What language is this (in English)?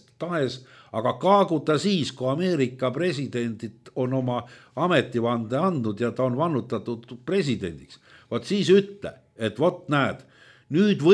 Estonian